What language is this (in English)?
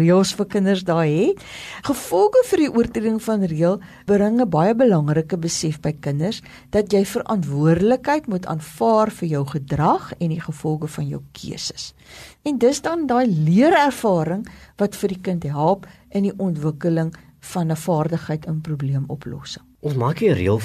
Afrikaans